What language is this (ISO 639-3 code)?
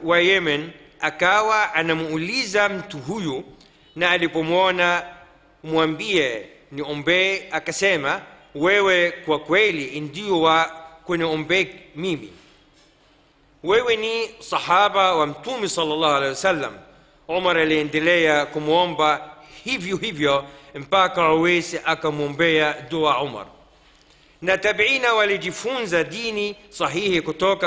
swa